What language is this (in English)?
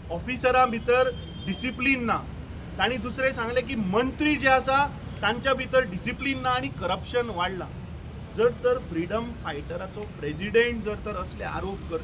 Konkani